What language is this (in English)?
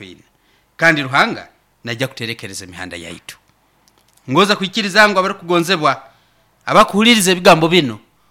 Nyoro